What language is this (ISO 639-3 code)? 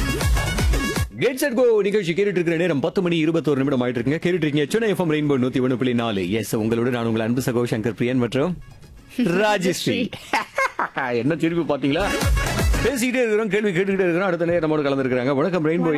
tam